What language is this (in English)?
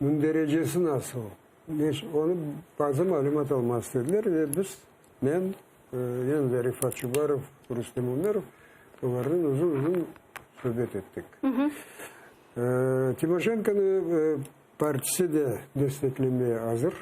Crimean Tatar